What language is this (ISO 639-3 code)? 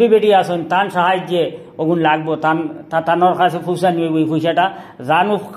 syl